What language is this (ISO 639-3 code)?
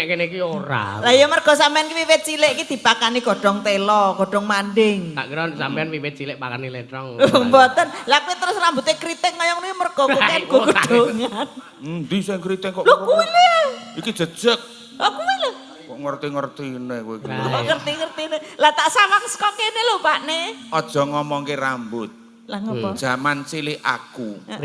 jav